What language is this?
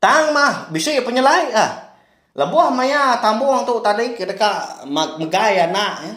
Iban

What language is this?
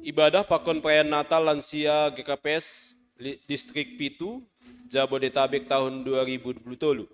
Batak Simalungun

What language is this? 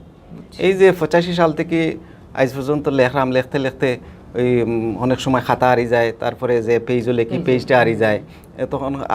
Sylheti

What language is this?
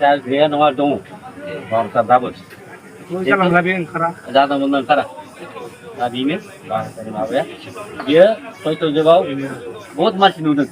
Bodo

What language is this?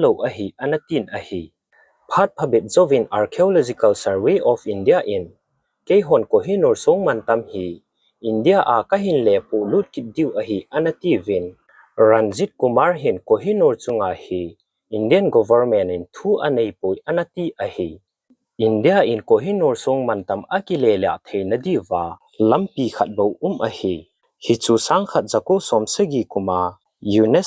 Thado Chin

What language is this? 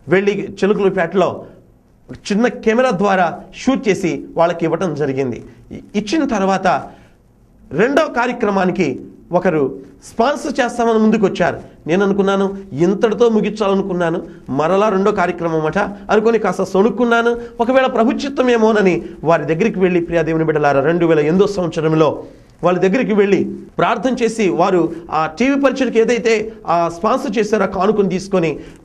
Telugu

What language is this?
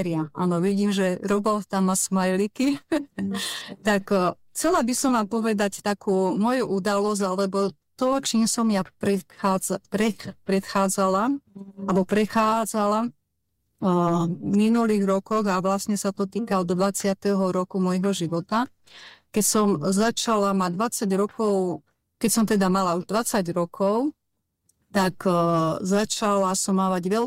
Slovak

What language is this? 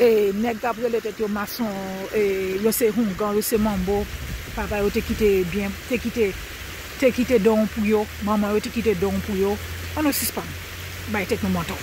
Haitian Creole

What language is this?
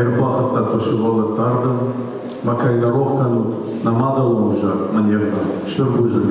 Ossetic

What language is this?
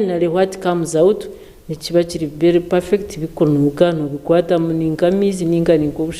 Nyankole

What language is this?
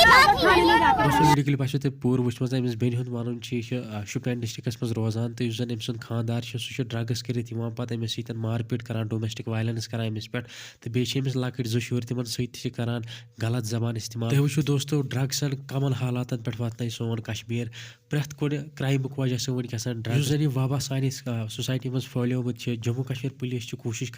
Kashmiri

